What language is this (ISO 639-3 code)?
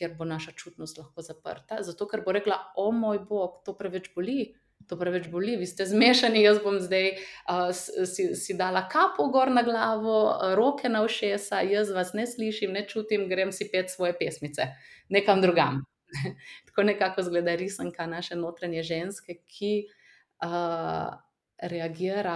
slv